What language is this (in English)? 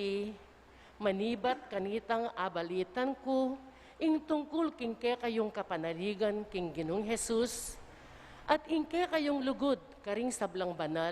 Pampanga